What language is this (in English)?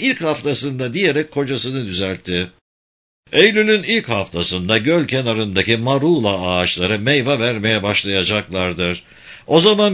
Turkish